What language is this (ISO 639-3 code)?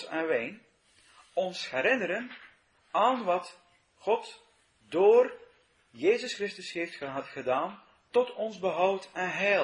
nld